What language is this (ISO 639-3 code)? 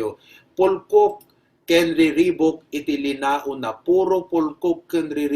ilo